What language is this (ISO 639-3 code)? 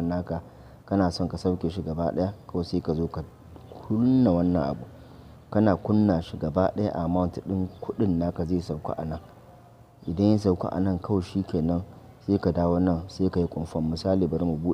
hau